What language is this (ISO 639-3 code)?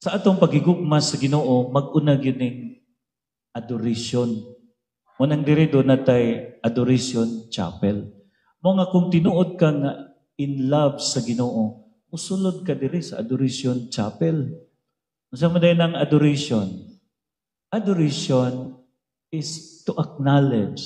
ceb